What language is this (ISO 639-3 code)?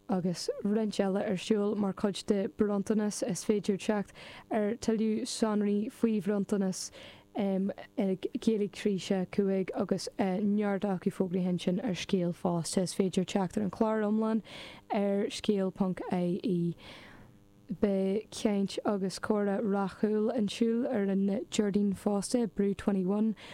gle